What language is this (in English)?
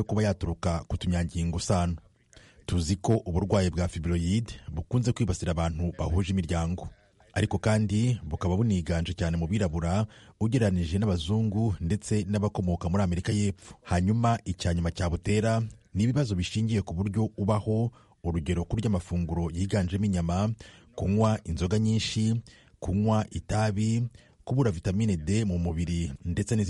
Kinyarwanda